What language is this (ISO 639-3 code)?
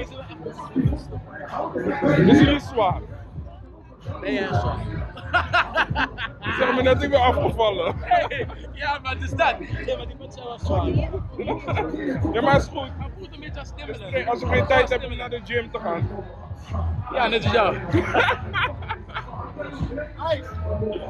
nld